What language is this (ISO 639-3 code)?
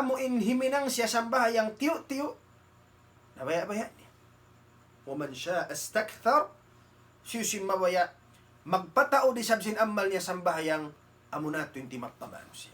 tsg